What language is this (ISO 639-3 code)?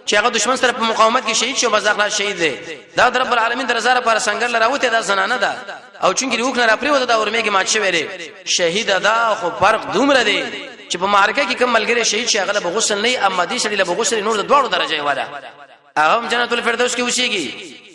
pus